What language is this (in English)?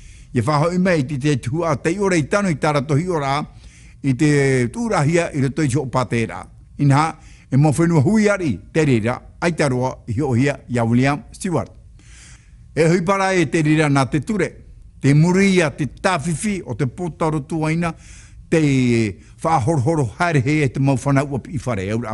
Tahitian